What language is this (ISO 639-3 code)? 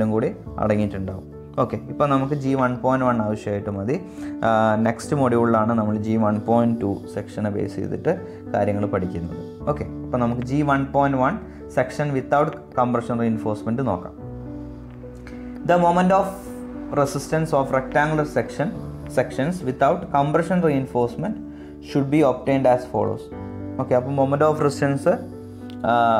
mal